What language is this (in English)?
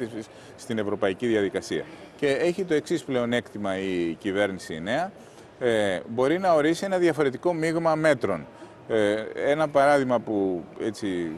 Greek